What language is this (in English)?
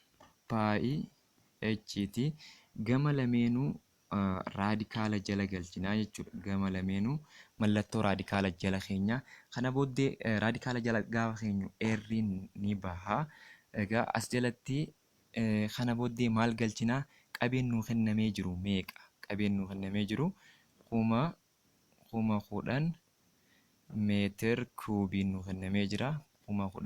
Oromo